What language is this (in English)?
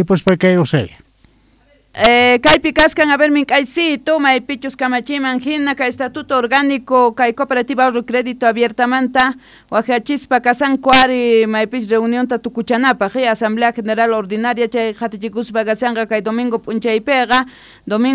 South Bolivian Quechua